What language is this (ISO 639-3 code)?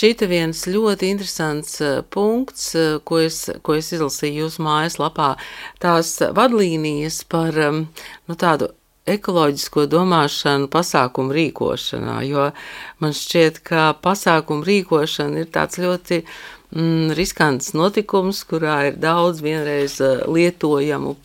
lav